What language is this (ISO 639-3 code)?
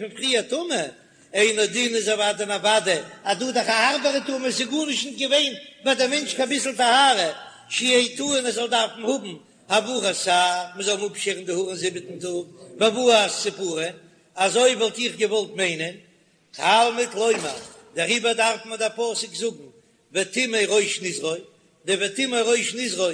yid